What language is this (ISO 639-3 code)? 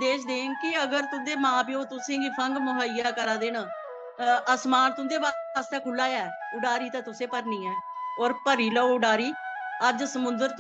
doi